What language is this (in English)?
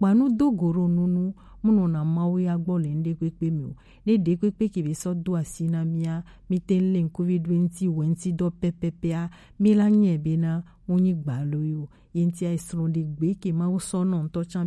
Gen